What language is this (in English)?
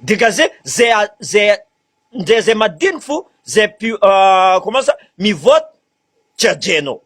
Malagasy